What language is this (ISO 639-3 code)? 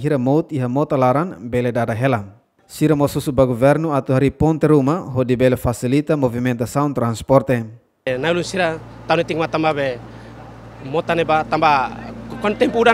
tet